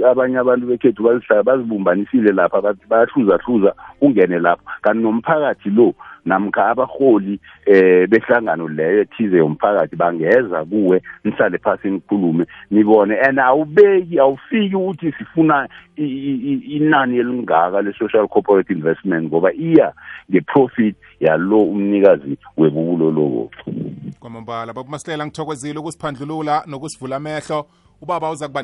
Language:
South Ndebele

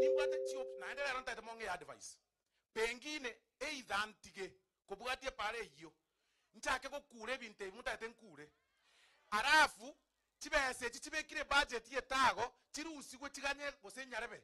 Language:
Gusii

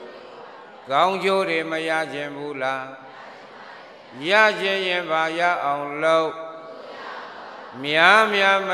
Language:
Burmese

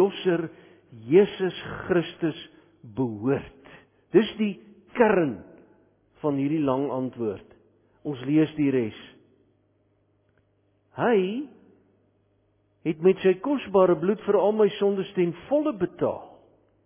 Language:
Afrikaans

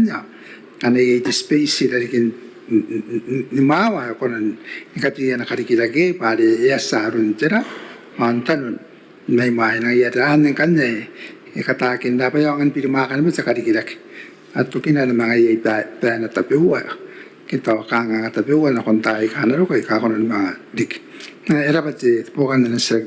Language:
Gilbertese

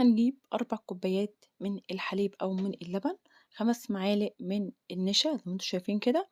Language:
Egyptian Arabic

